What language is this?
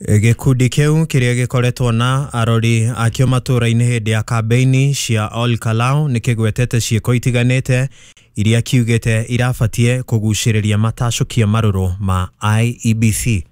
Kikuyu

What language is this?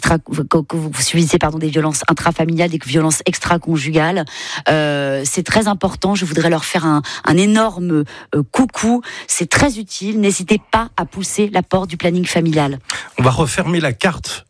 French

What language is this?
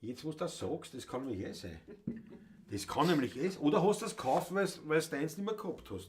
Bavarian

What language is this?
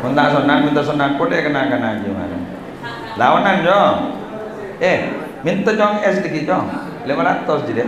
Madurese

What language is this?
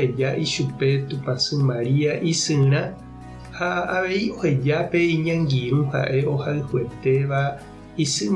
Guarani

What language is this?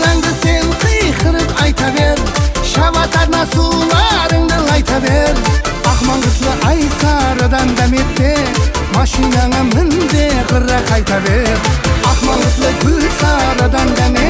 Kara-Kalpak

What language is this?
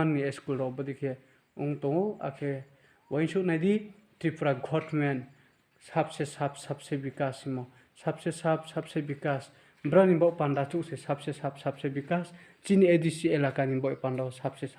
Riang (India)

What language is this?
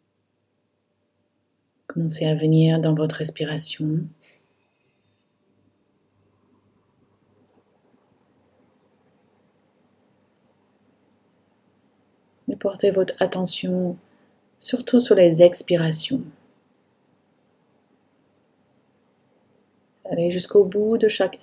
French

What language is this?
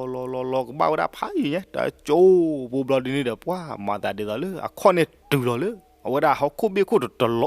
S'gaw Karen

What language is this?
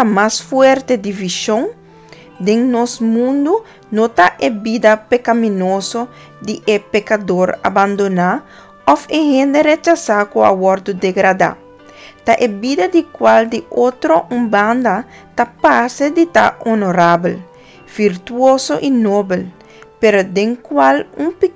Papiamento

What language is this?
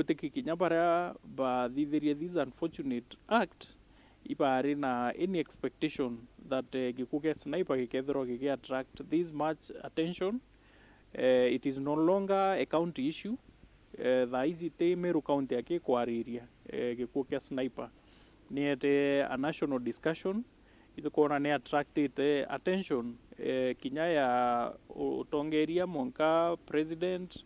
Meru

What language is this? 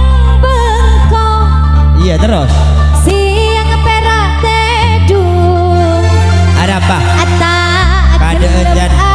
Madurese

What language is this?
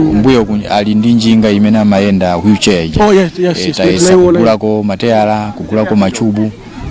Nyanja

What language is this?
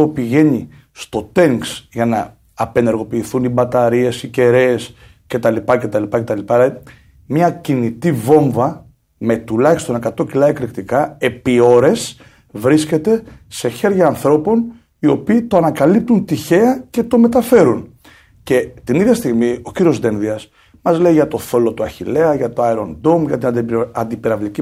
Greek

